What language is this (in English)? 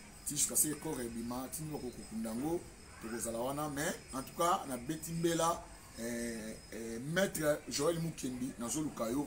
Lingala